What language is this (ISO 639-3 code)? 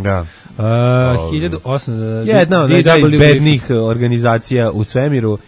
srp